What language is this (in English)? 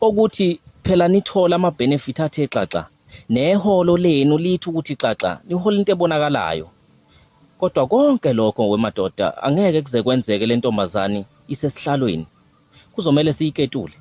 Zulu